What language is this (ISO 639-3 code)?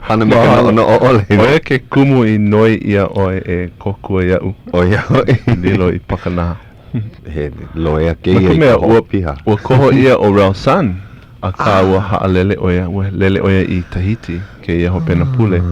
haw